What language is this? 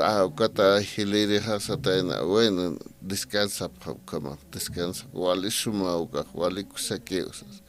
Aymara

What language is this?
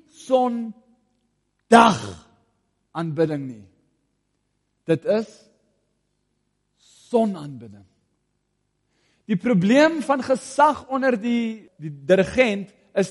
Afrikaans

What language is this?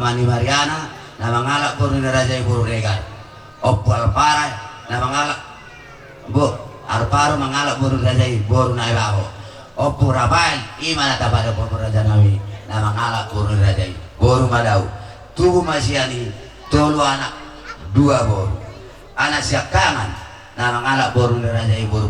Batak Toba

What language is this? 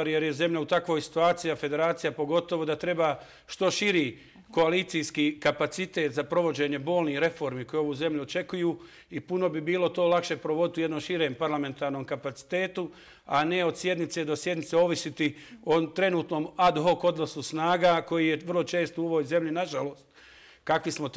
Croatian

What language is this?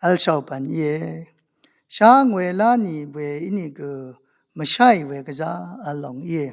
Rawang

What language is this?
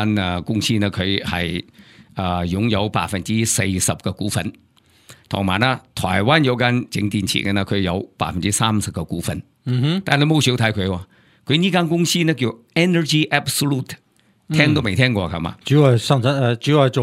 Cantonese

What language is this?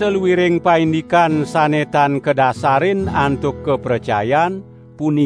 Balinese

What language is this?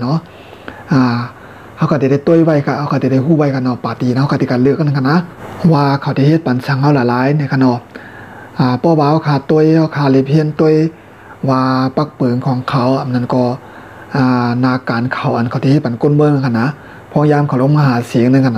Shan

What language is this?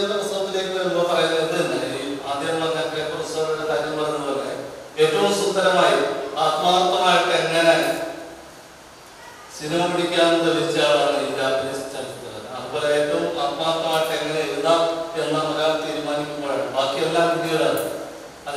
Malayalam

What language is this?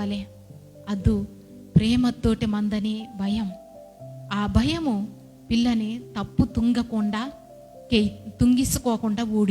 Koya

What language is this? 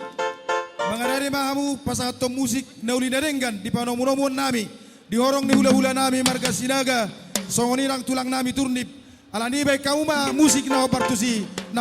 Batak Toba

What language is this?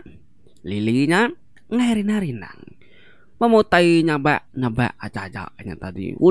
Iban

